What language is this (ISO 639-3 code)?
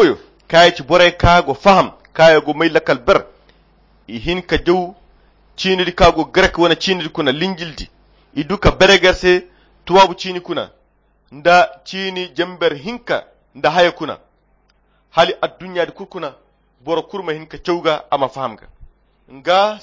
khq